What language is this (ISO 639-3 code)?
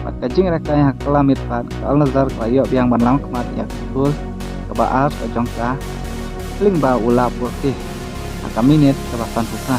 kha